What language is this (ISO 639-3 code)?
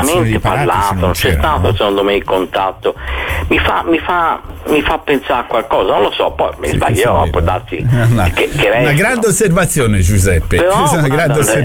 ita